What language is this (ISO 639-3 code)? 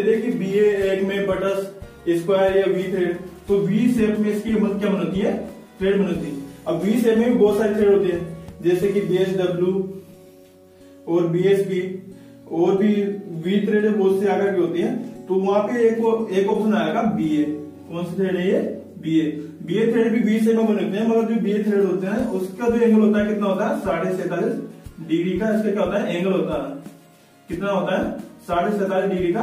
hin